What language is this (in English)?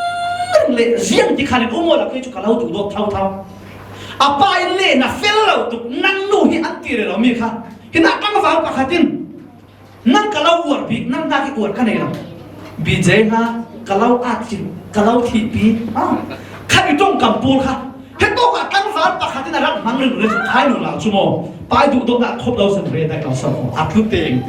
Falam Chin